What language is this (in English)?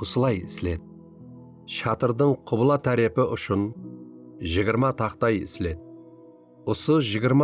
Kara-Kalpak